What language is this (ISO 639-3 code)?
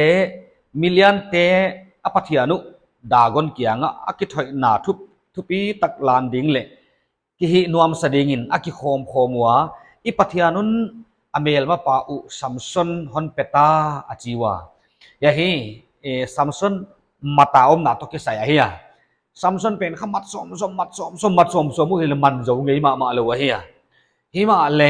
pck